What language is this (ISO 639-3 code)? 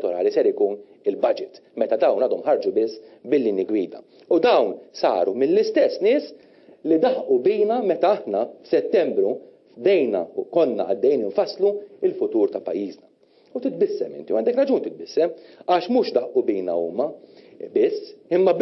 mlt